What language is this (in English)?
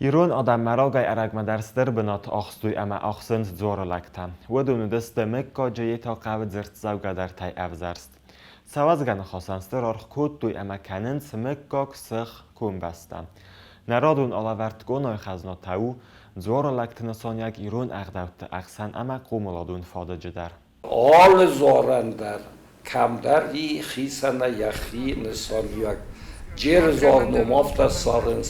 Ossetic